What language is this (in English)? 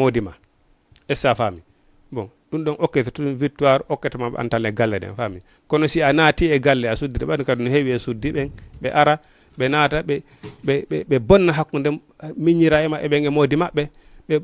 Fula